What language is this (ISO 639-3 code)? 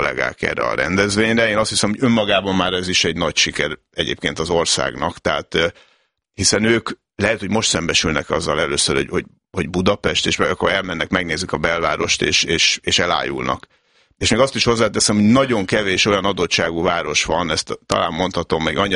hun